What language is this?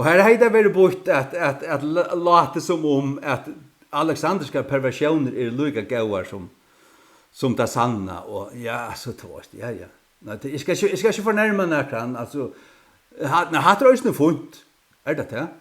Faroese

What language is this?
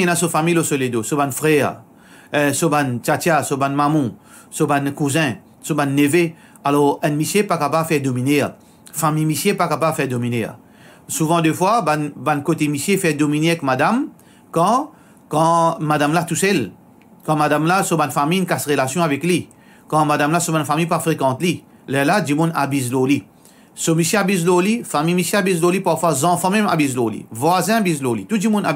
Morisyen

